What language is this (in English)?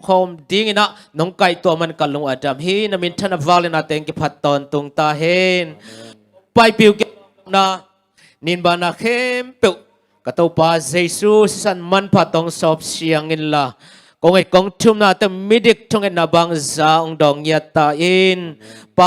Tedim Chin